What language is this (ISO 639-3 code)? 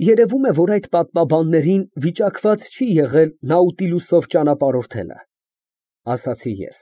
hye